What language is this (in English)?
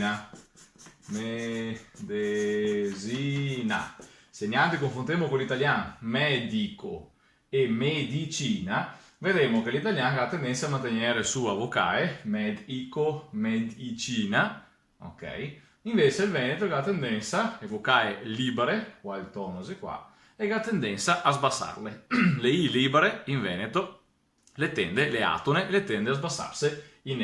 Venetian